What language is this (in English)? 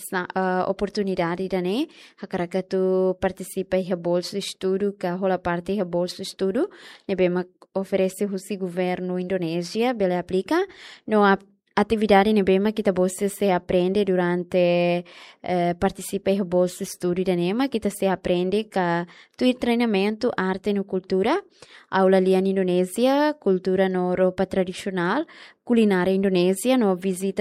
Tetum